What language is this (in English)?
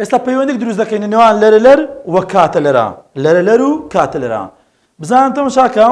Central Kurdish